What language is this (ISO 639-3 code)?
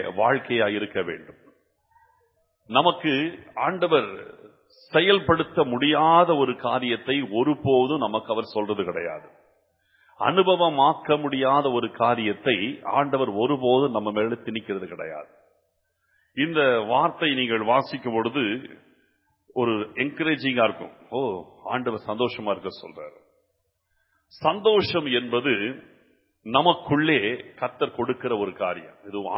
tam